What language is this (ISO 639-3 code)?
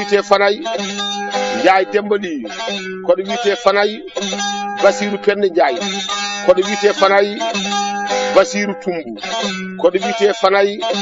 ful